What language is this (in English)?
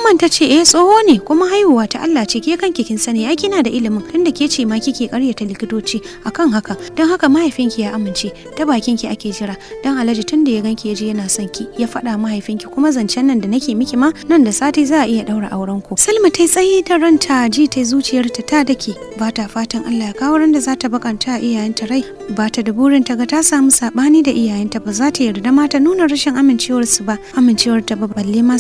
Hausa